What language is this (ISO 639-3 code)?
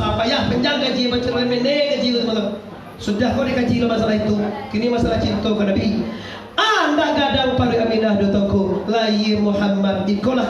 min